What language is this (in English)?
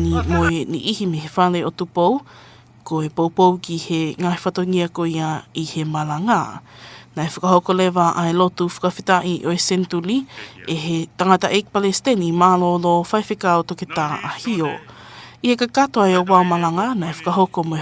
Tongan